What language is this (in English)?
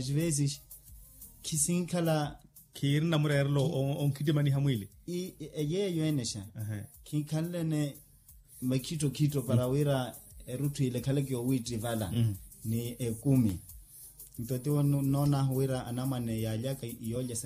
Makhuwa